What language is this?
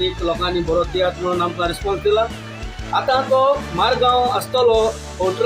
Konkani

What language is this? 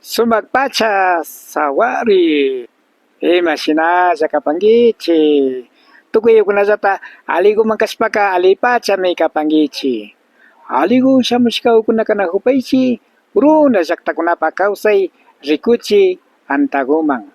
Imbabura Highland Quichua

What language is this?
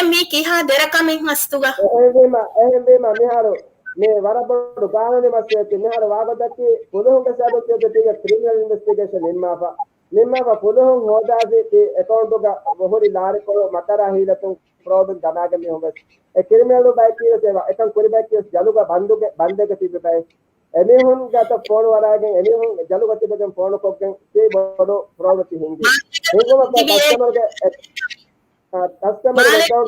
Divehi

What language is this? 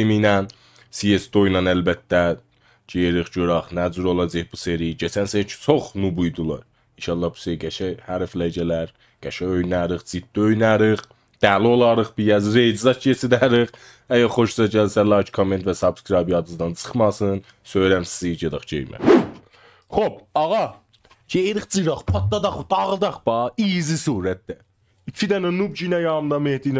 South Azerbaijani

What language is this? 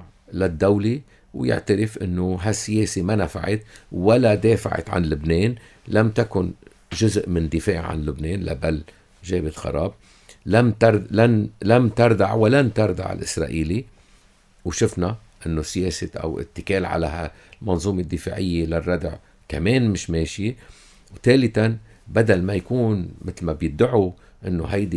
North Levantine Arabic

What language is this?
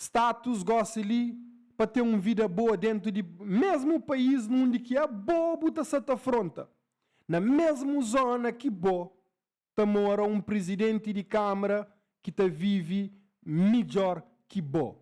Kabuverdianu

